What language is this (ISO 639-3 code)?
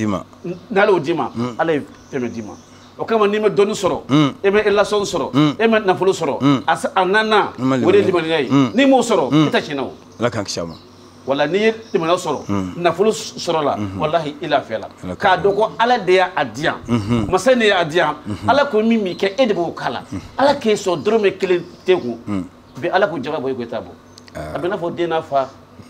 bam